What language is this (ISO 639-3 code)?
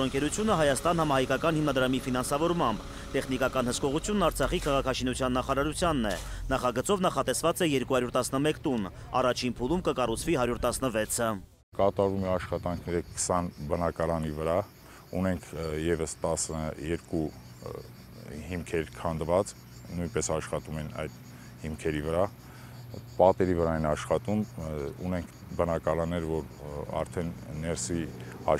hye